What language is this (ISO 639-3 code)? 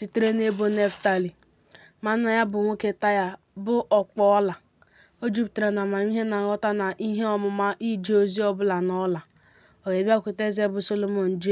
ibo